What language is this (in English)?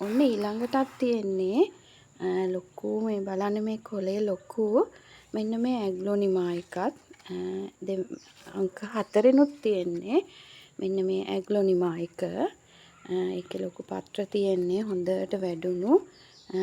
Sinhala